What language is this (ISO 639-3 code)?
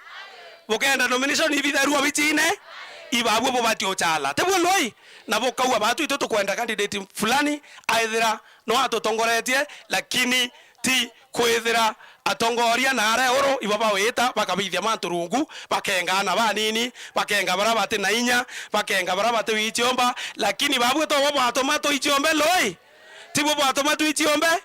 mer